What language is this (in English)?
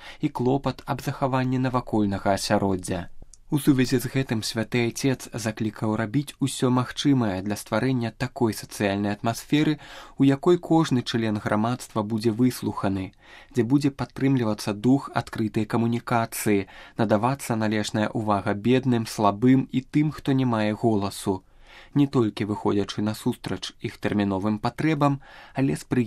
Belarusian